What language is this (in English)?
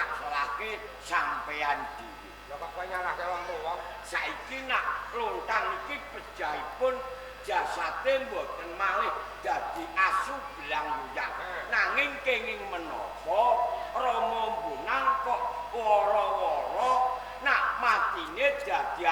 Javanese